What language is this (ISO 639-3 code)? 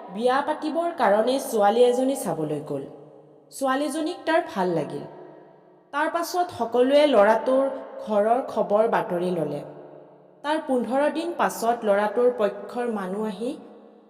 asm